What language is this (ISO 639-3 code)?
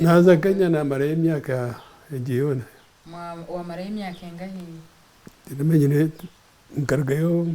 nyn